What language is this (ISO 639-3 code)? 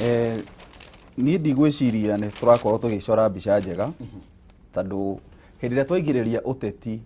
kik